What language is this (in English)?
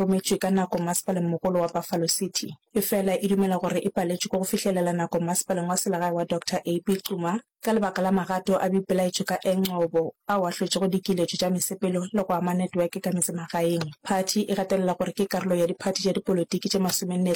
Northern Sotho